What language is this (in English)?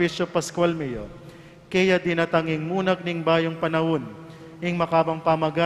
Pampanga